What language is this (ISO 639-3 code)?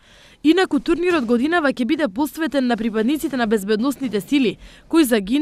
mkd